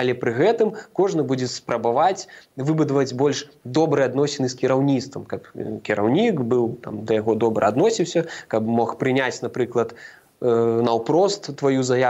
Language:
Belarusian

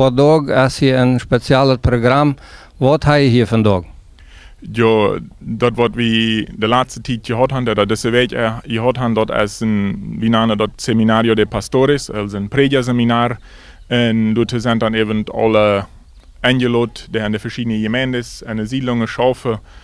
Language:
Plautdietsch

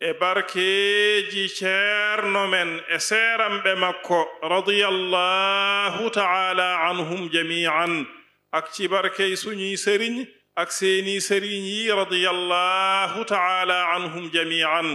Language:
Fula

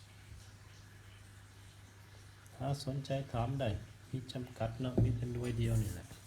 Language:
Lao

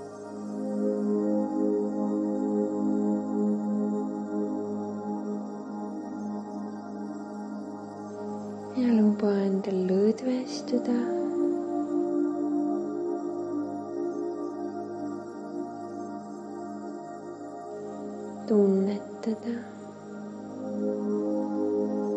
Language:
Estonian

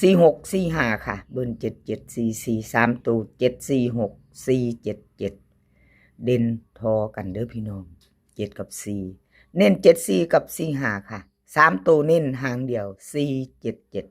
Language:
Northeastern Thai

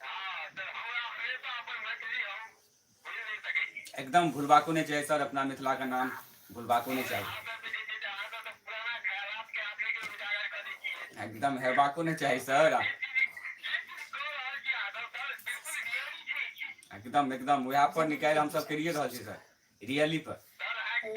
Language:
Maithili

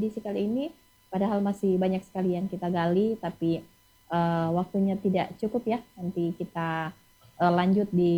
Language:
Indonesian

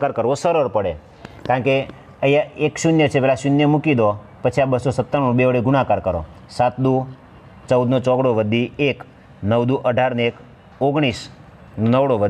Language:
Gujarati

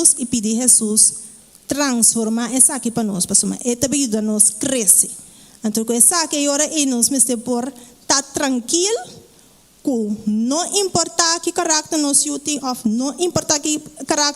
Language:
Papiamento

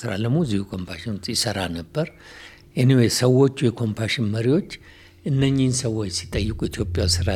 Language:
Amharic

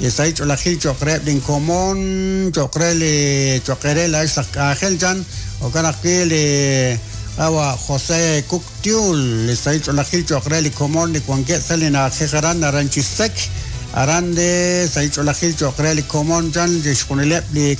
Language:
Kekchí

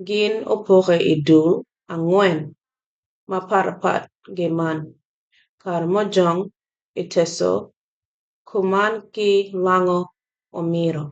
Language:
Acoli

